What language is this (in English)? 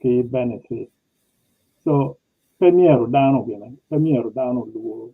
Acoli